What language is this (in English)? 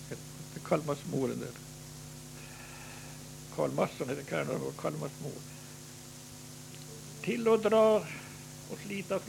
Swedish